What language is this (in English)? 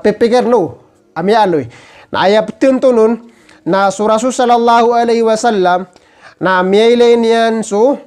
Maranao